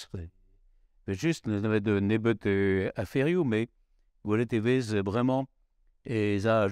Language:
Breton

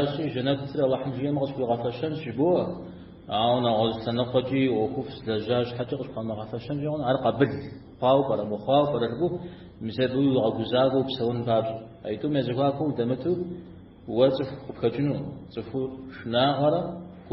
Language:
Kabardian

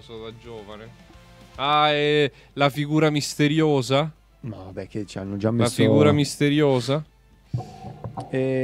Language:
Italian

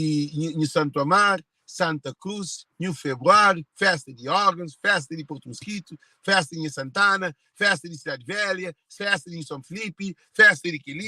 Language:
Kabuverdianu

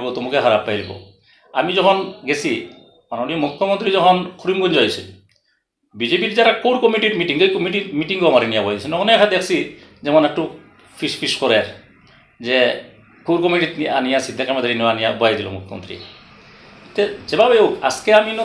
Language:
Sylheti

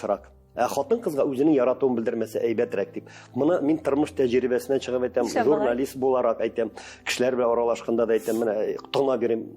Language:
Tatar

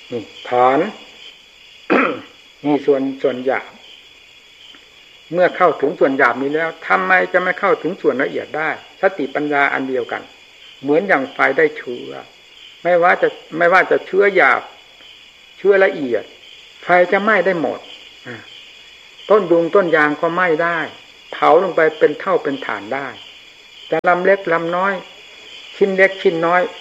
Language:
Thai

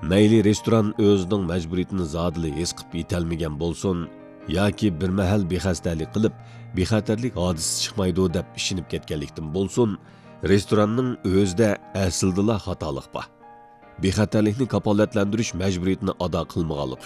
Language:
Uyghur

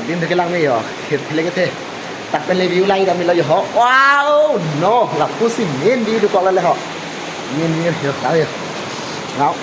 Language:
Karbi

